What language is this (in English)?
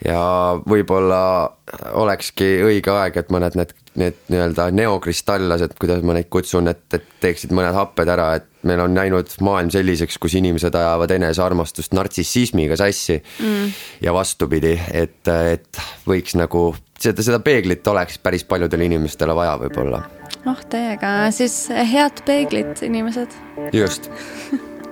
Estonian